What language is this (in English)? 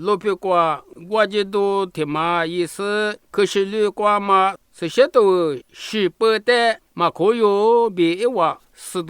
Lisu